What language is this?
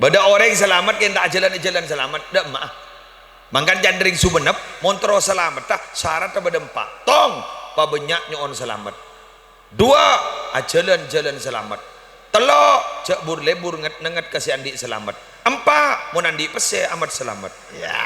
Madurese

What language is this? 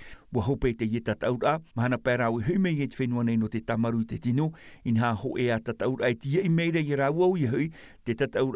Tahitian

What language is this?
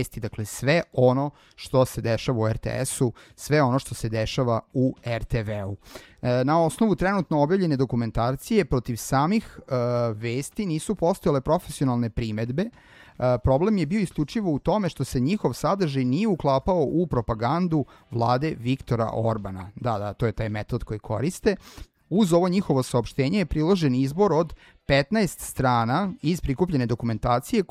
Serbian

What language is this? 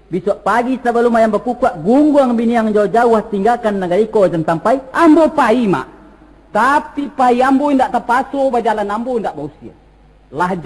Minangkabau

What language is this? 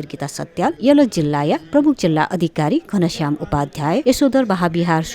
Newari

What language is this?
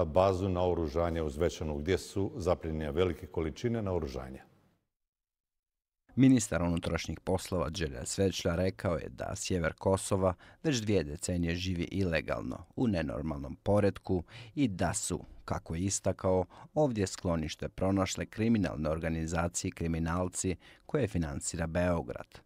Bosnian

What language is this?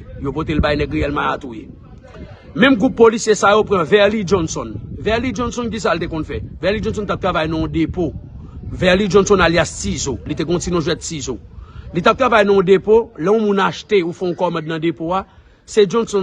Haitian Creole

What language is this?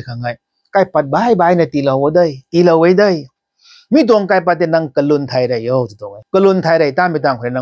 Rongmei Naga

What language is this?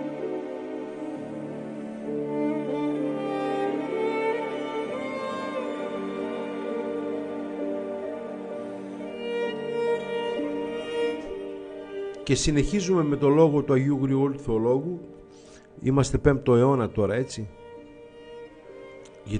Greek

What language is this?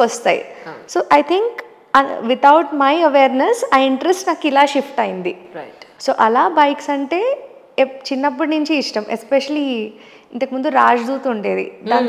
Telugu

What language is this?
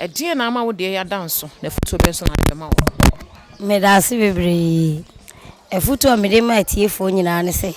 Akan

